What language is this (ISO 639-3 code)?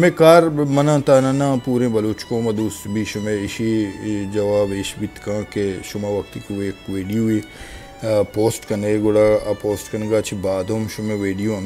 bal